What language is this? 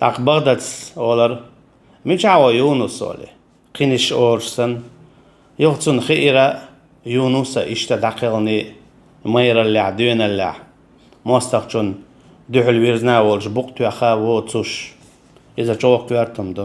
Chechen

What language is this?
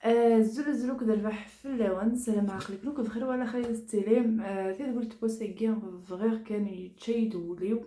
Kabyle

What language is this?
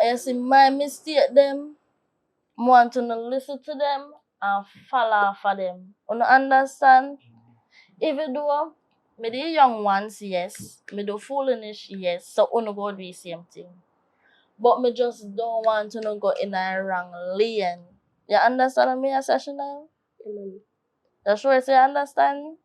Jamaican Creole English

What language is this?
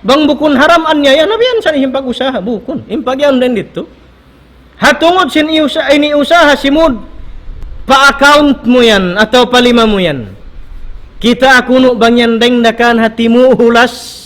Tausug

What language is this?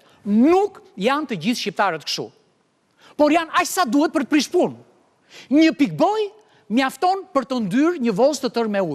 Albanian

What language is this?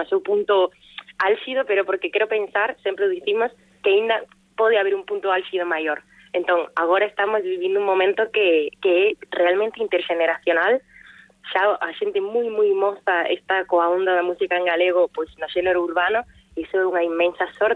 Galician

